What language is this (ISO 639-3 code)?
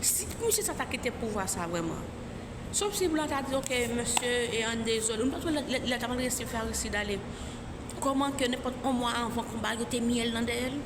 hat